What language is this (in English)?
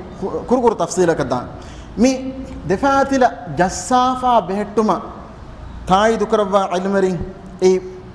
Divehi